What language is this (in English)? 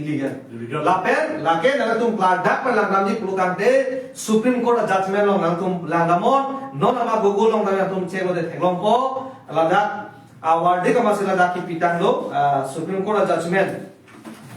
Karbi